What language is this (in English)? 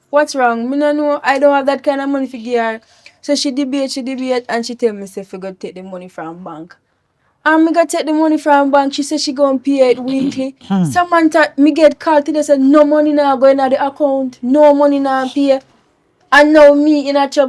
Jamaican Creole English